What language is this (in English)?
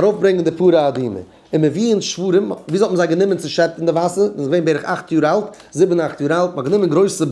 Yiddish